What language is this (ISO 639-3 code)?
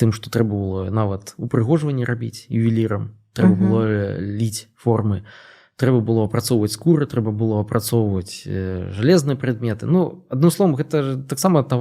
bel